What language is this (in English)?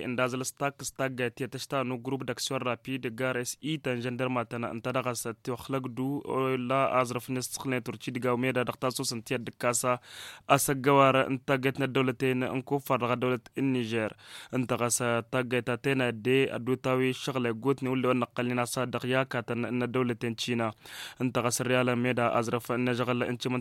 Tamasheq